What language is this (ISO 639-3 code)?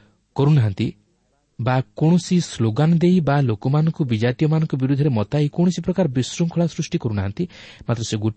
ori